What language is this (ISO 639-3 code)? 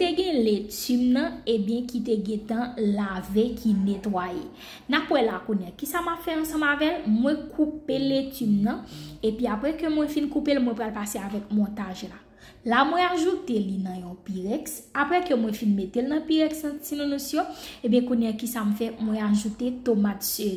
hat